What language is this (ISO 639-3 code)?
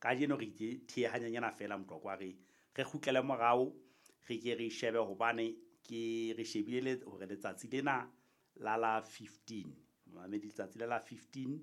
sot